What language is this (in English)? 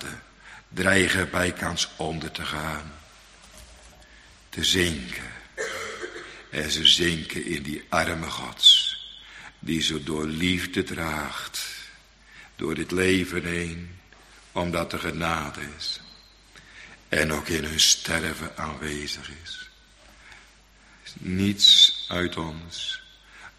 Dutch